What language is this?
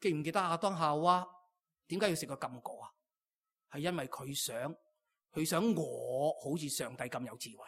Cantonese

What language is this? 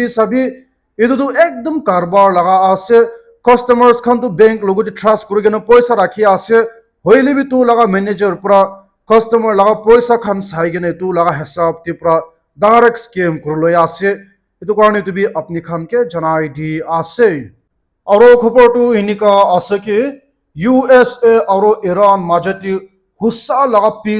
Naga Pidgin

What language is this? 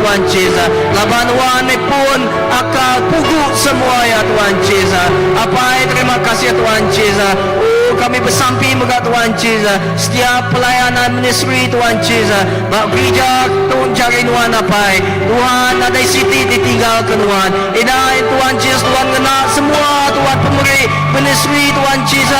Iban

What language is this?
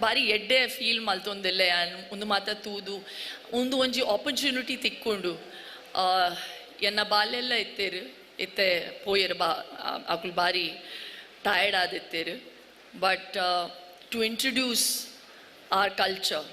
Tulu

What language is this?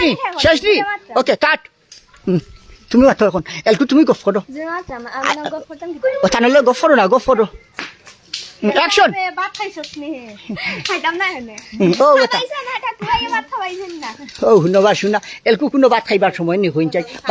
Sylheti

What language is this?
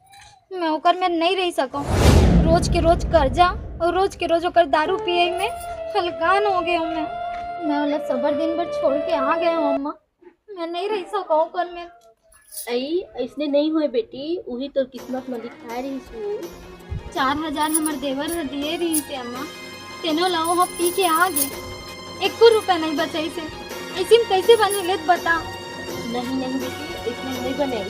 Chhattisgarhi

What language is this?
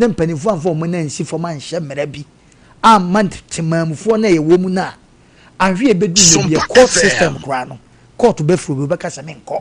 Akan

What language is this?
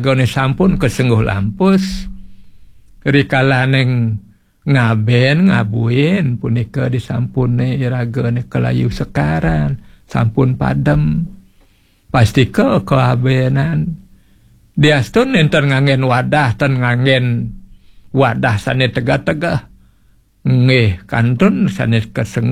Balinese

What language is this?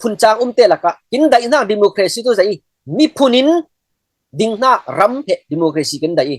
Falam Chin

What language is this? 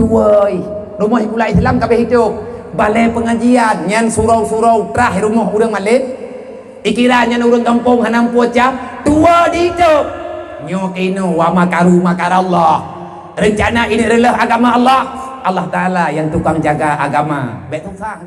Achinese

